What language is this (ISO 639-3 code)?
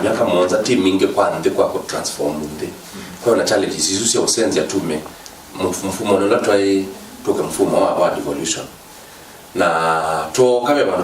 kam